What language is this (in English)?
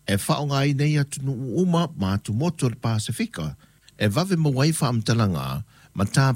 Samoan